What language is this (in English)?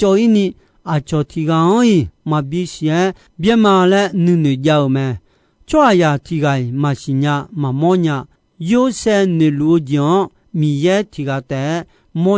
Akha